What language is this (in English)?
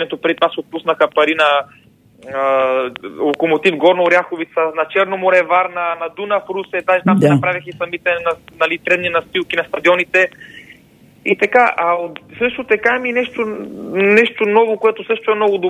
Bulgarian